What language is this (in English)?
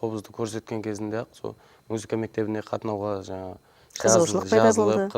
Kara-Kalpak